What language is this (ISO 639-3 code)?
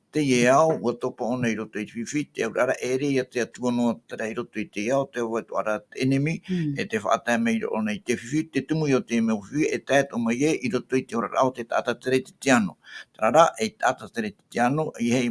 tah